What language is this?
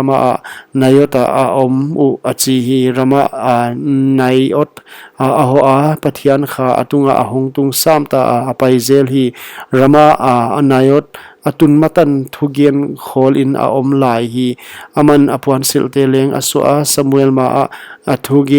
Paite Chin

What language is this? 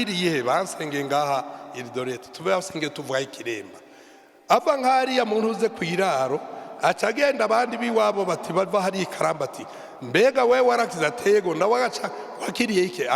Rundi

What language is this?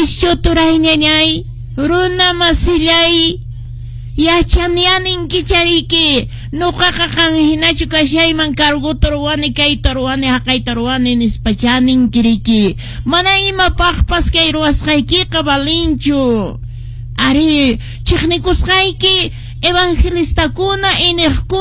Quechua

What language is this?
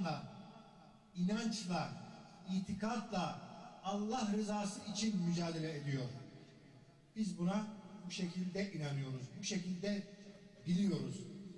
Turkish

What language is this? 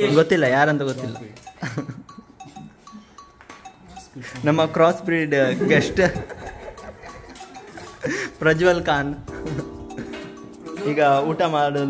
Kannada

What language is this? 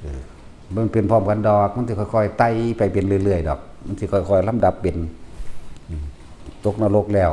Northeastern Thai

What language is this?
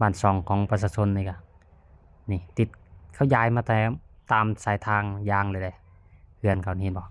Lao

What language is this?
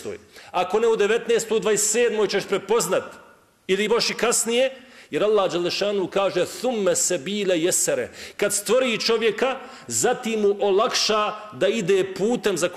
Bosnian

